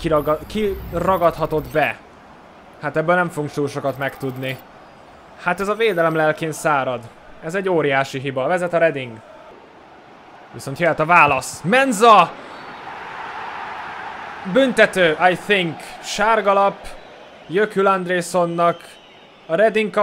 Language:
Hungarian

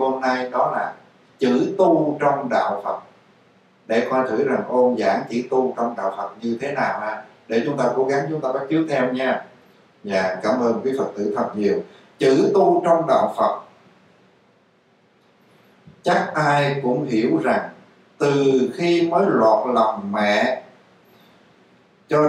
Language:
Vietnamese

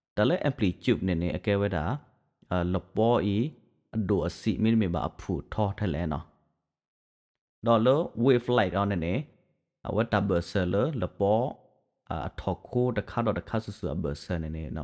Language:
S'gaw Karen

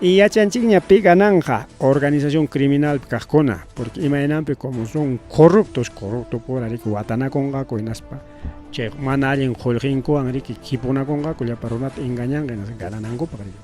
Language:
Ayacucho Quechua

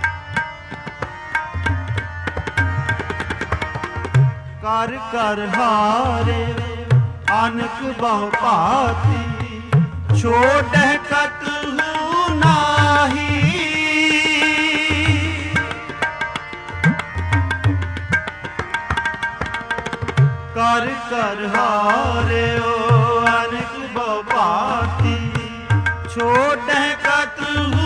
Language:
Punjabi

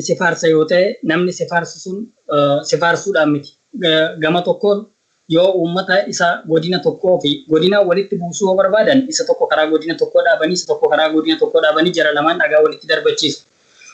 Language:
Oromo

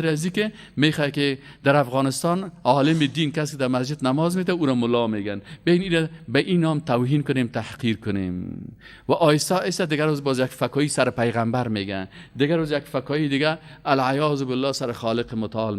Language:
Persian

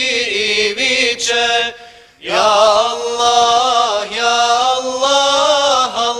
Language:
Bosnian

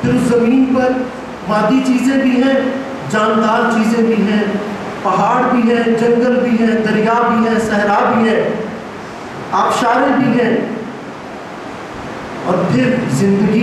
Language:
Urdu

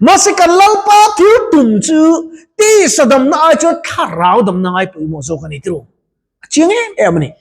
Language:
Mizo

